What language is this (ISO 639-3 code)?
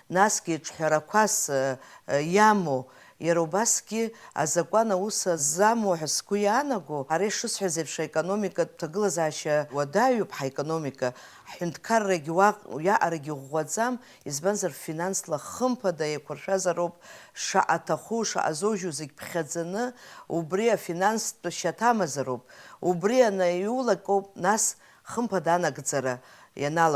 abk